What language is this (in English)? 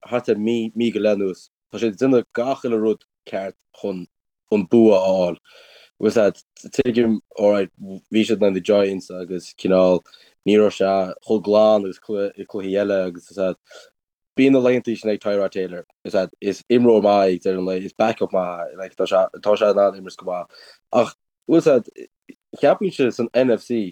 Irish